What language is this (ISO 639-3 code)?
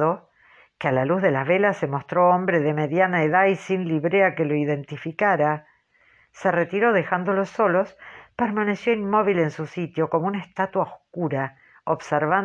spa